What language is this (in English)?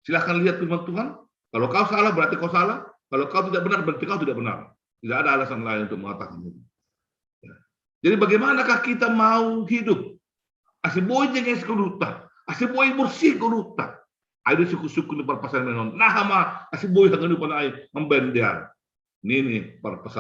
Batak Simalungun